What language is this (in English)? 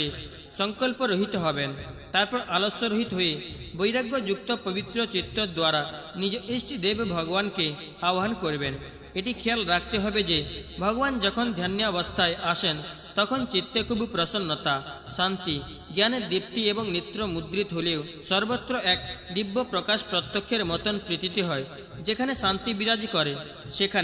Bangla